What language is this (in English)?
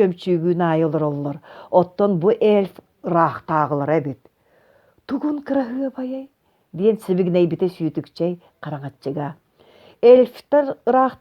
Yakut